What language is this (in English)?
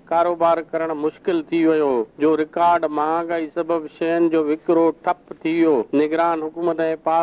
Sindhi